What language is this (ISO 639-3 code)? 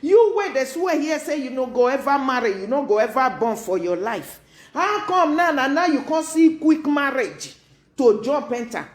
pcm